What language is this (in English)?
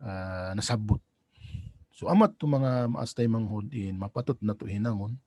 Tausug